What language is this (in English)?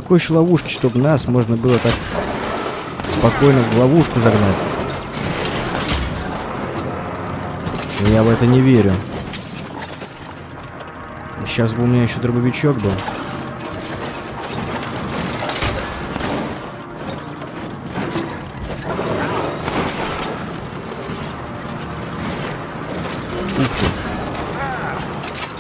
Russian